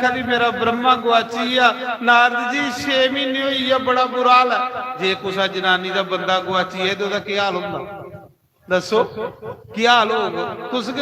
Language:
Dogri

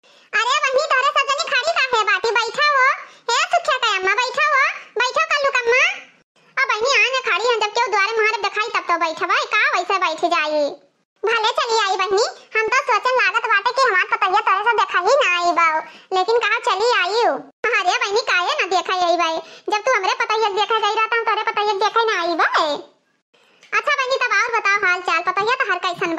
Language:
Awadhi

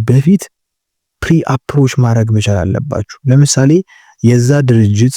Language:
Amharic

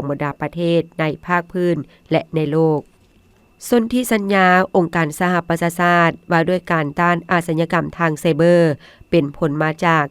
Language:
Lao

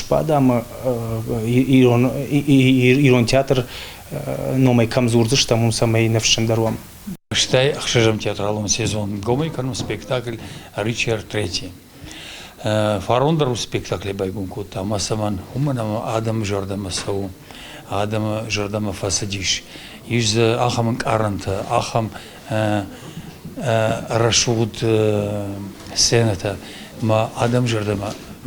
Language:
Ossetic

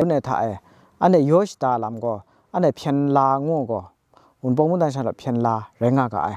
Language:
Kachin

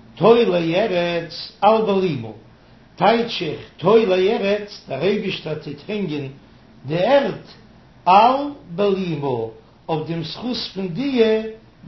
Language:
Yiddish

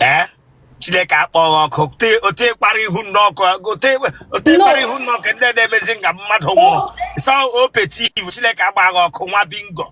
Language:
Igbo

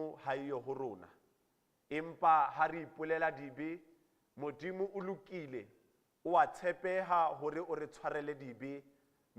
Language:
Southern Sotho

